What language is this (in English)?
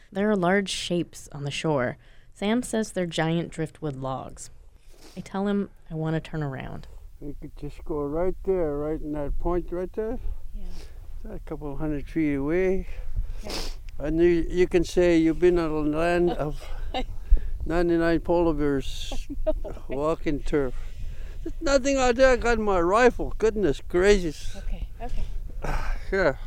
English